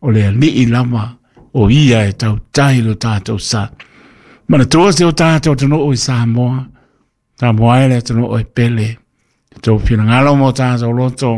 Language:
Samoan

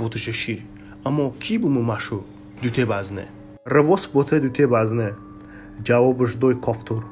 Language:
Talysh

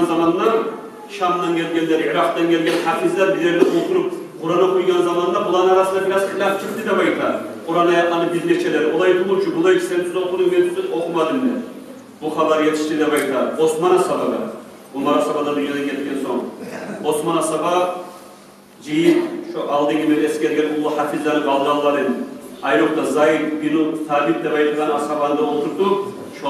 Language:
Kumyk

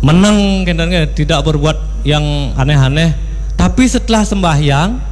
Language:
Balinese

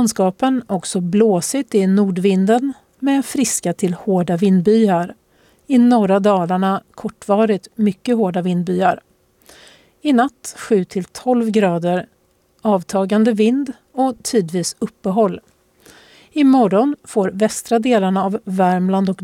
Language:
Swedish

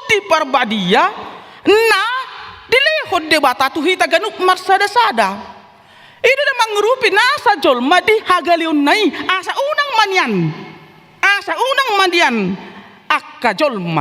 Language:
Batak Toba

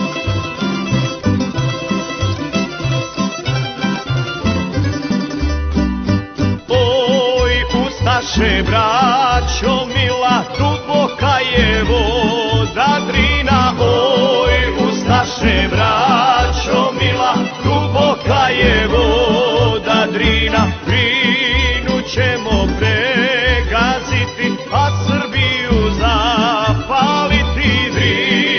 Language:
Croatian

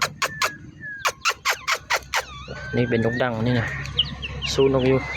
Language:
Lao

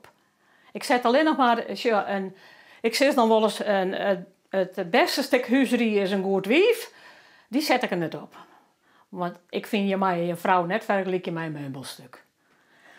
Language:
Western Frisian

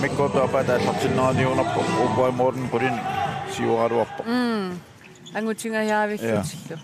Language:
Kalaallisut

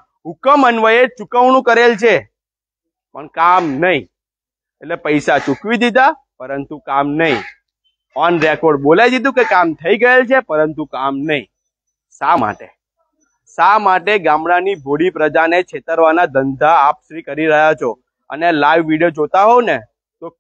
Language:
Gujarati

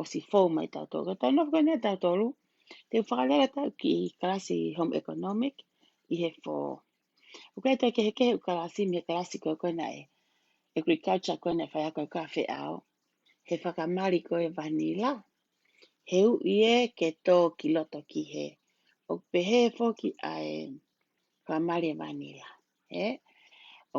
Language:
Tongan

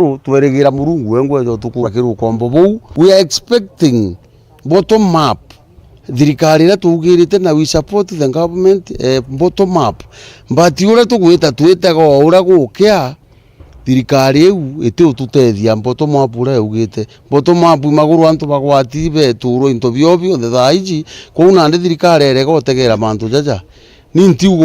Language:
Meru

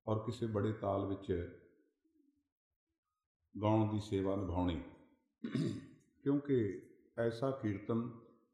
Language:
Punjabi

